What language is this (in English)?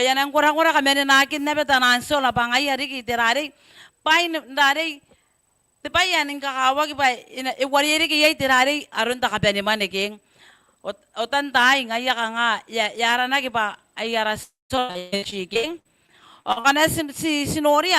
Gilbertese